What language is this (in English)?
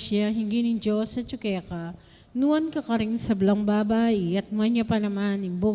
Pampanga